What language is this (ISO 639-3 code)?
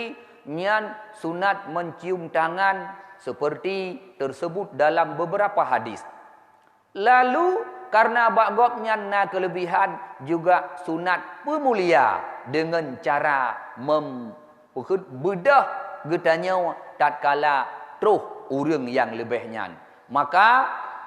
ace